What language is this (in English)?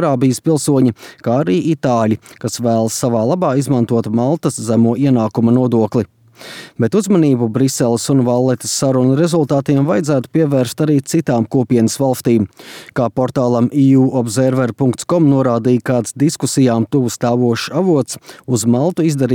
Latvian